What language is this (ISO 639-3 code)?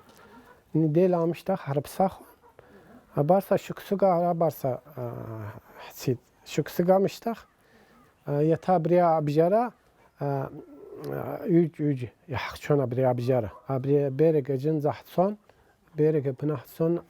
abk